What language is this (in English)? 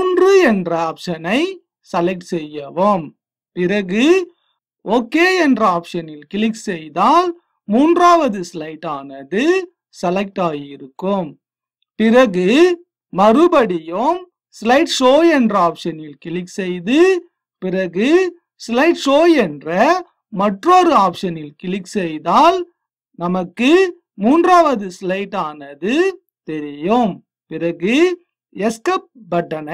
Tamil